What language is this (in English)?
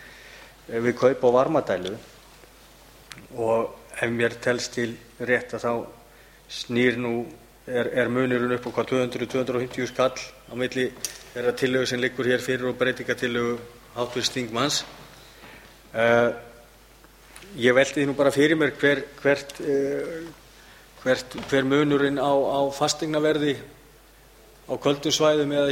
Icelandic